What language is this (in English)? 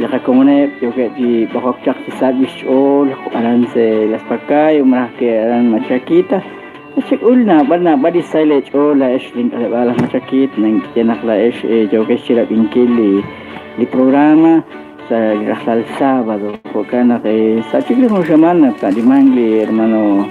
Kekchí